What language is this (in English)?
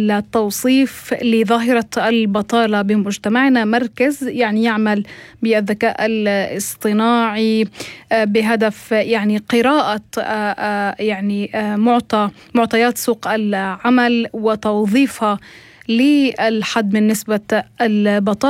North Levantine Arabic